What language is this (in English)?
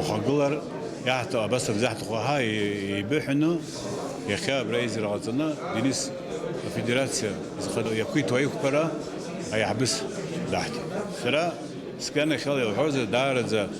Abkhazian